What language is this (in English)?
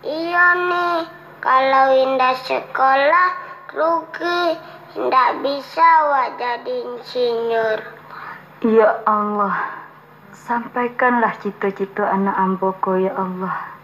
Minangkabau